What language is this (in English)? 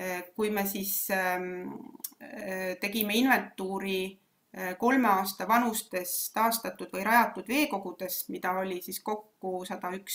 Estonian